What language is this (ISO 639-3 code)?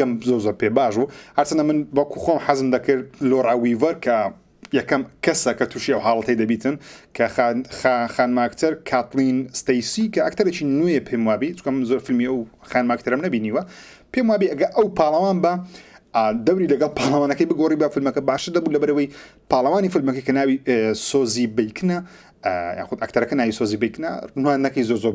ckb